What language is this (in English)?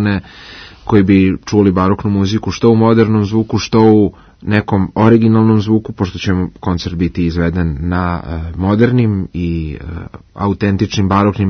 Serbian